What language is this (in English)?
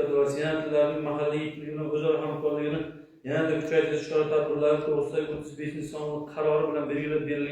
Uzbek